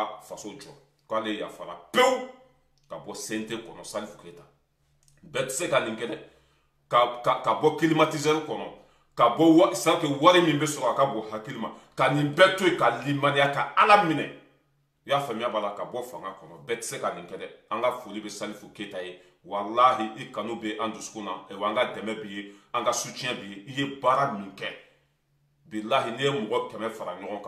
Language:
Bambara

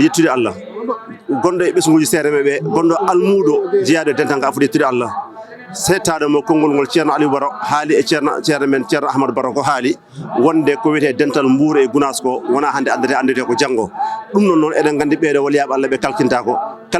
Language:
Fula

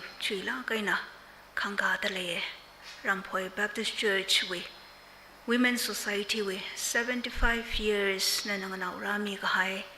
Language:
Tangkhul Naga (India)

